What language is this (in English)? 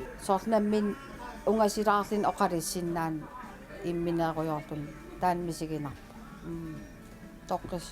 Kalaallisut